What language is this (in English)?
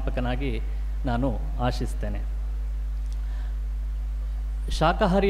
Kannada